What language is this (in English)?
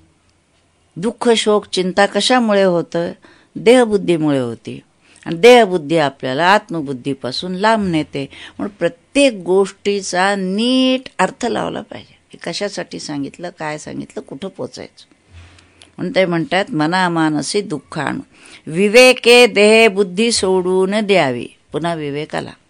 Marathi